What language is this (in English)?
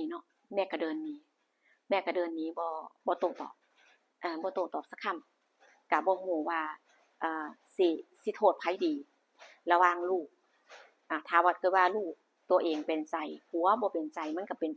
Lao